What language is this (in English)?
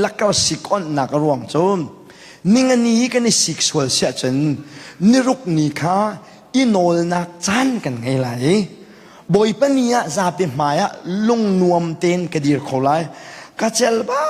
Hakha Chin